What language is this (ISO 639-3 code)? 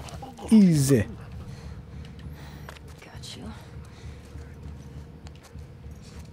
eng